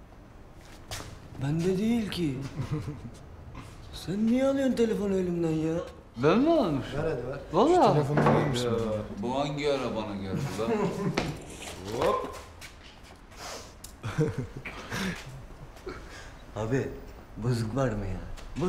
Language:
Turkish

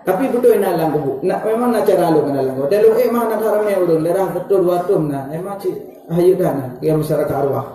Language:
Achinese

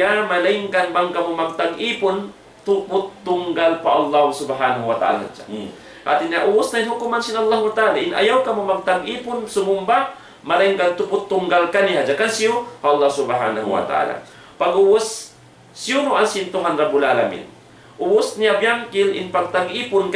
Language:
Tausug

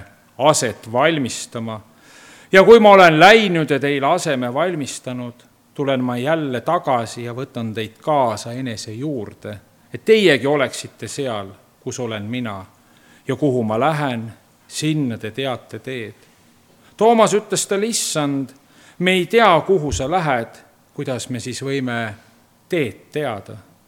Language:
Estonian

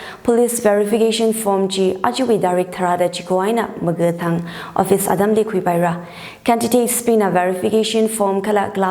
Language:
Tangkhul Naga (India)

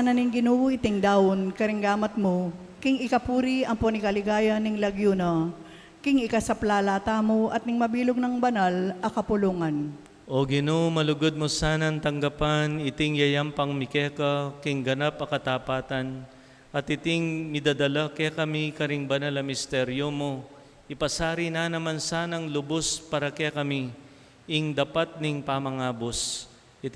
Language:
Pampanga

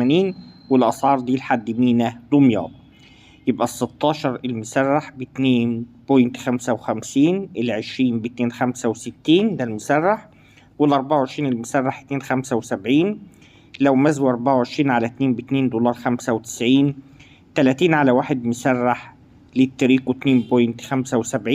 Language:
Egyptian Arabic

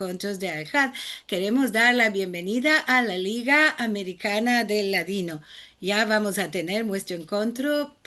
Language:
Ladino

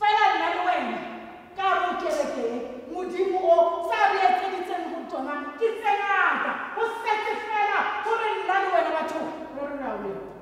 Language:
Tswana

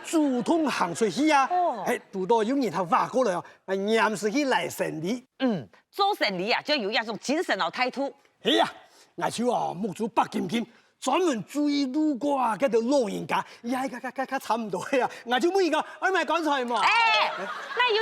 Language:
Hakka Chinese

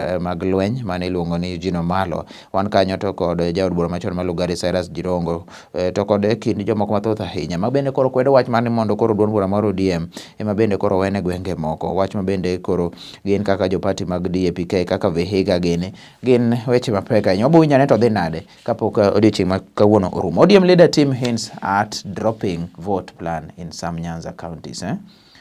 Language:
Luo (Kenya and Tanzania)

